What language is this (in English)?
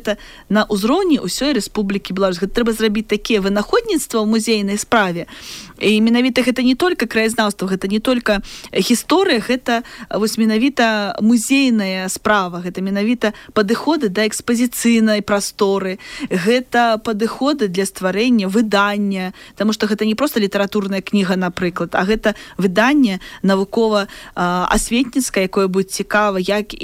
Belarusian